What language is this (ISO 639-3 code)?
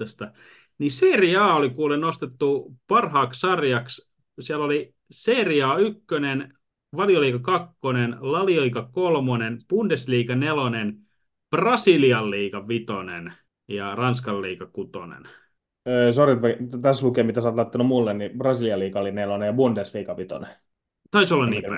fin